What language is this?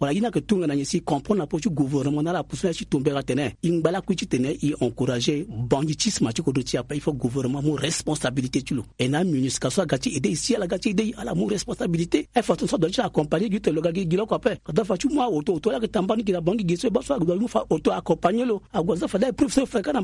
Sango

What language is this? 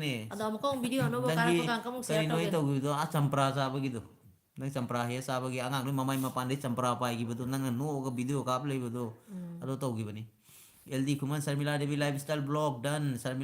Manipuri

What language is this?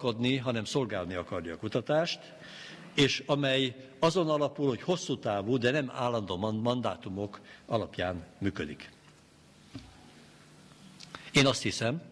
Hungarian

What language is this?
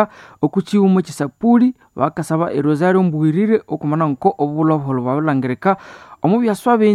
Nande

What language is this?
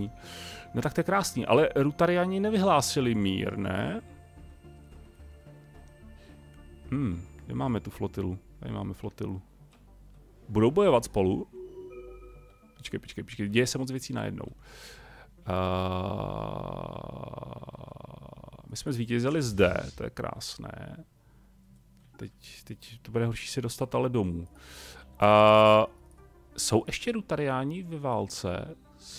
Czech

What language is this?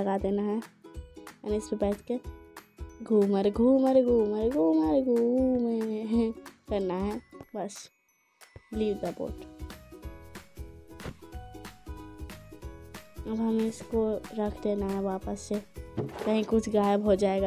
Hindi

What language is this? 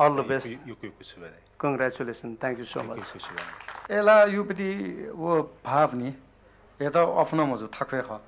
Newari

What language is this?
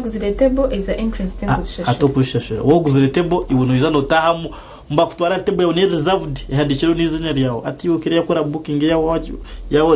Nyankole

